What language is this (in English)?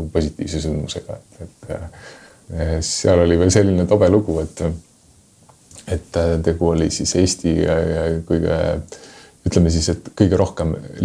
Estonian